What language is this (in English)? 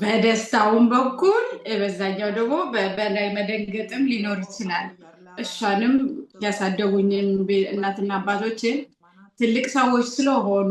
Amharic